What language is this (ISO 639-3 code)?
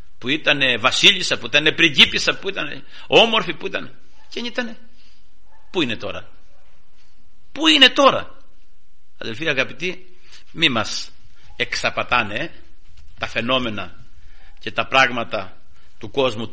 ell